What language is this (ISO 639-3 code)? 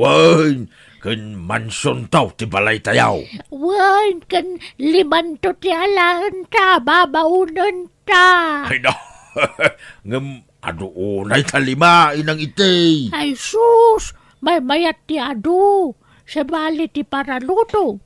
ilo